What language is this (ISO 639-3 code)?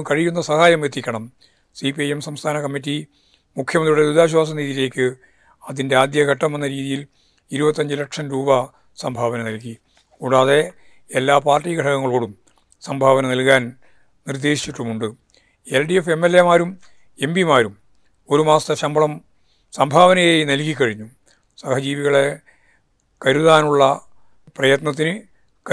mal